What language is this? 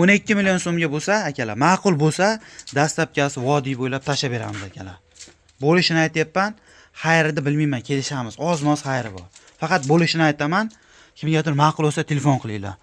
Uzbek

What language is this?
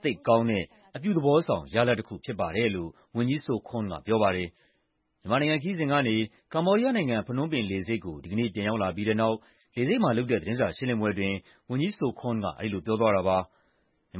Burmese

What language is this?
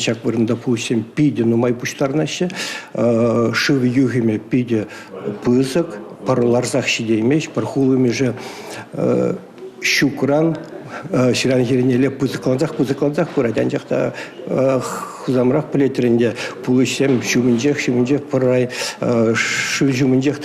Chuvash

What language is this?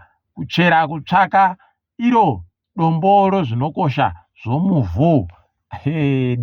Ndau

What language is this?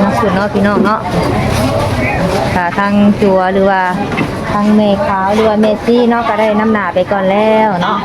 Lao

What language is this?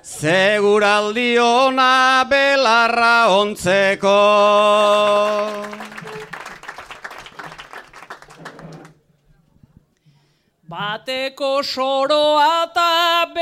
Basque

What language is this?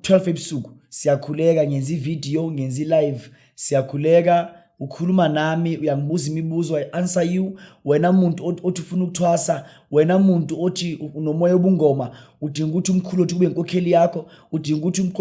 Zulu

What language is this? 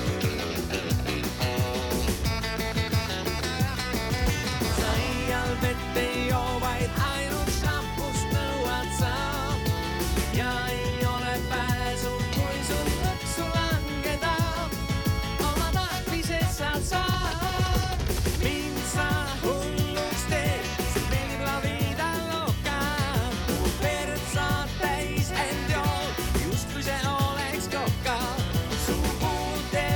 Estonian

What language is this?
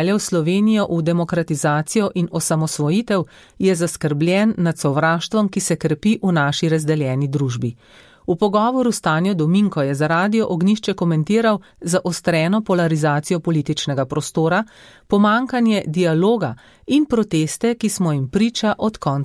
Slovenian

